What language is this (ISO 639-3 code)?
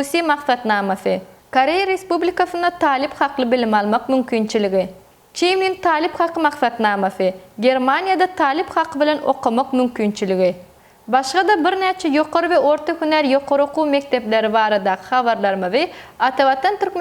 tuk